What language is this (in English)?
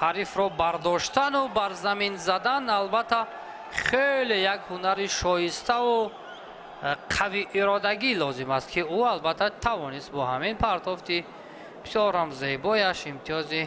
Tajik